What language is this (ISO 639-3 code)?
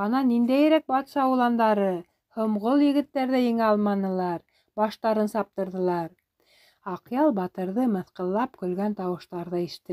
bak